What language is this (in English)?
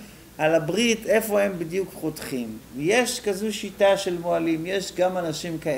Hebrew